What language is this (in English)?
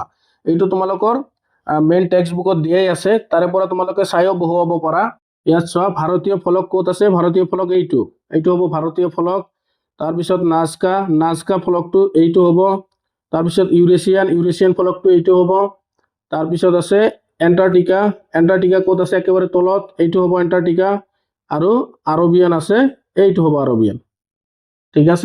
Assamese